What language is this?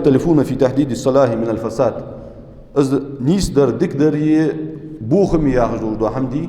Ingush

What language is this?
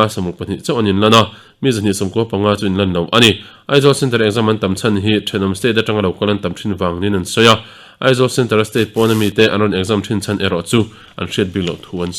Mizo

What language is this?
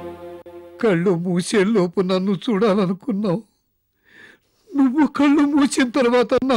Telugu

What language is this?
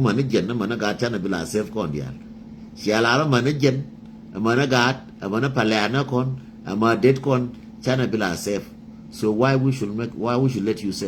Nuer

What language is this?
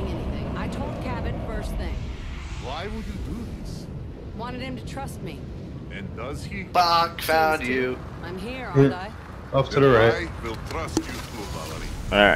English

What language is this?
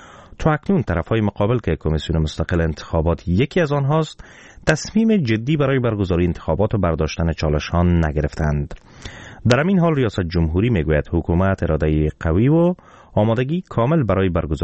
Persian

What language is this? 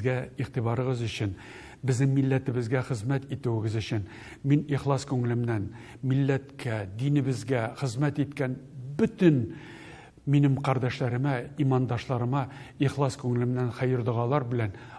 Tatar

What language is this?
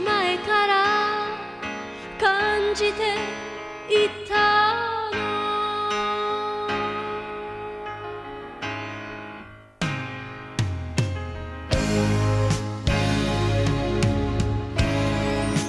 Japanese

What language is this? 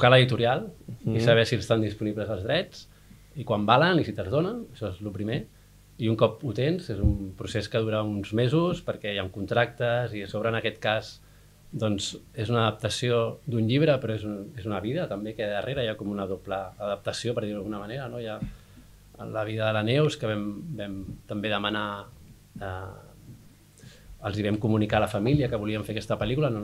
Catalan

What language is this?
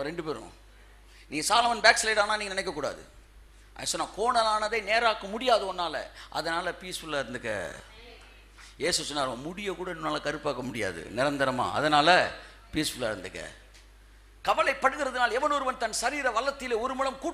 Tamil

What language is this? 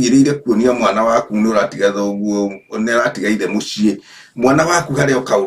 Kikuyu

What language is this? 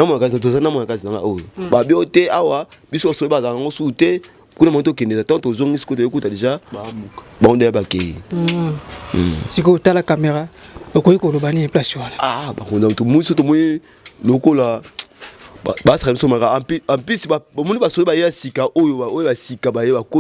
Lingala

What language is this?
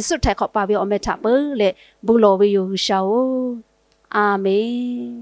Lahu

